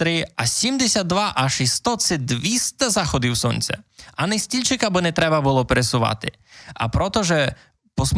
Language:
Rusyn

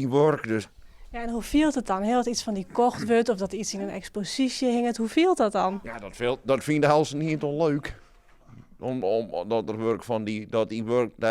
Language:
Western Frisian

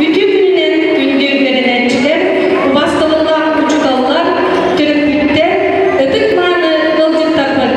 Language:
Yakut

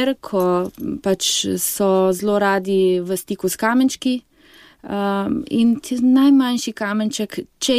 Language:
Slovenian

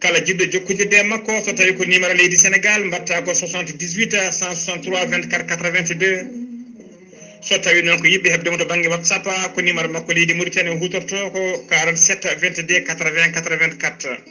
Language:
Fula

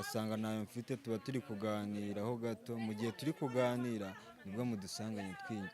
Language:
Kinyarwanda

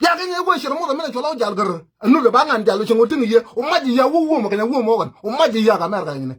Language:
Nuer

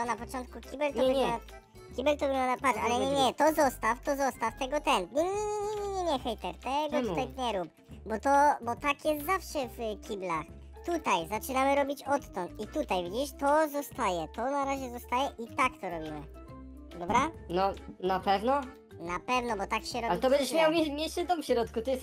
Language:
Polish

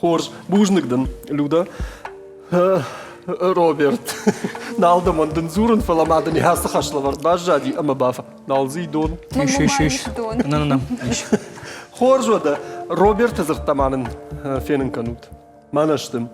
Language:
Ossetic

